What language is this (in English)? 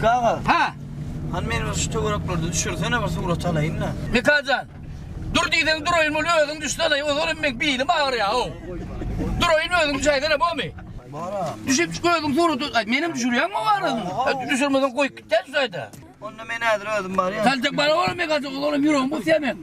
Turkmen